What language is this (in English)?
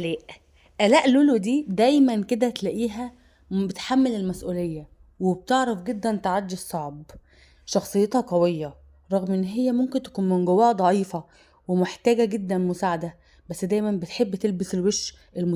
Egyptian Arabic